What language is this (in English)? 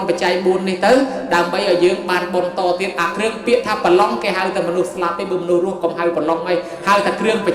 Khmer